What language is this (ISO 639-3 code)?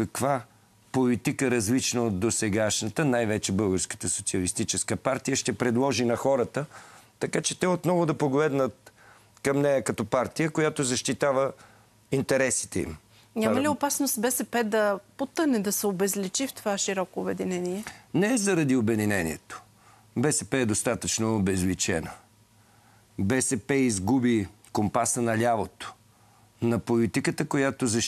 bul